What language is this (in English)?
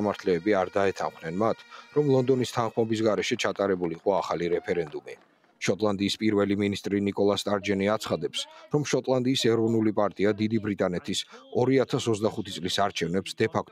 Georgian